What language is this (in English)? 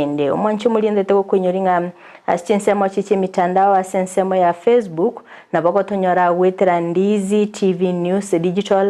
Gusii